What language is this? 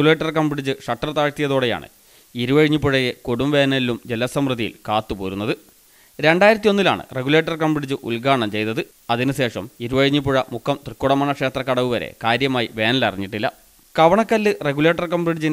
Malayalam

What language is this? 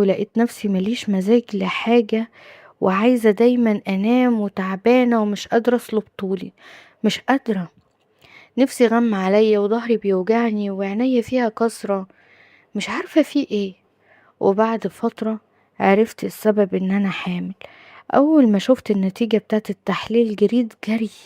Egyptian Arabic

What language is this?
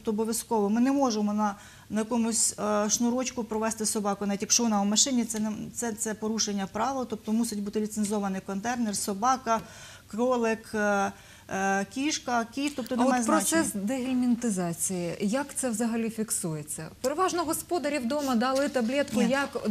Ukrainian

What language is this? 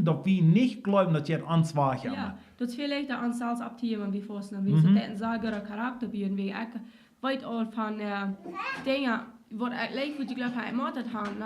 Plautdietsch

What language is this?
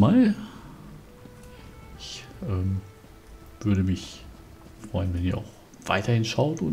German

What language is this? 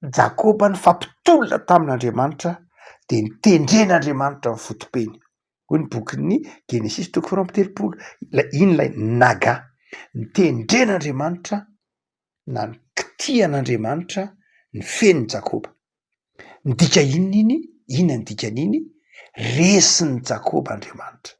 Malagasy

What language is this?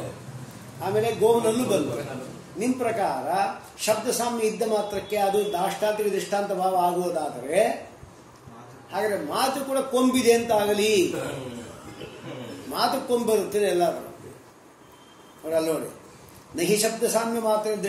Kannada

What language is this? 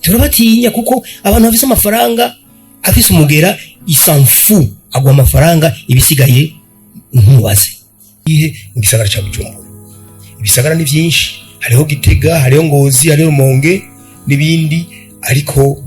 Rundi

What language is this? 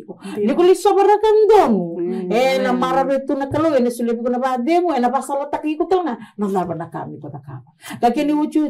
Fijian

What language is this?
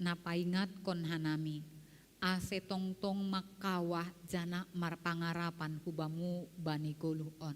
Batak Simalungun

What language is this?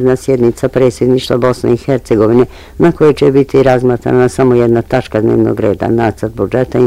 Bosnian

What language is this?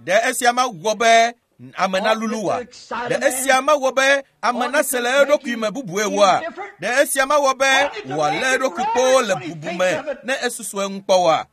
Ewe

